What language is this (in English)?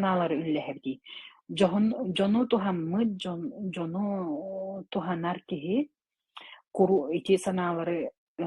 Yakut